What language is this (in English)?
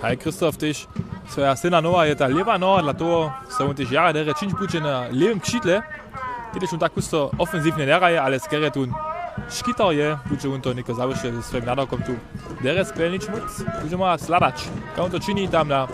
Upper Sorbian